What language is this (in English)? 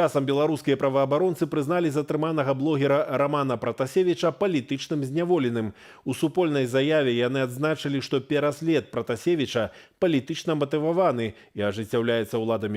Belarusian